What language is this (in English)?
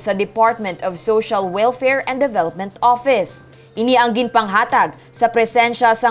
Hiligaynon